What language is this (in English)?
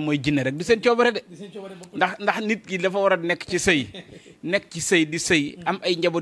Wolof